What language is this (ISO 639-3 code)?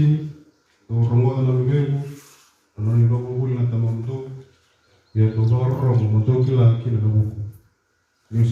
fij